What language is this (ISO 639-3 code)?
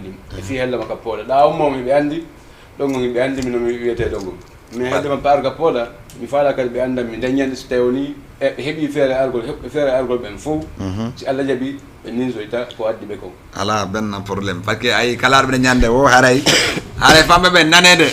ful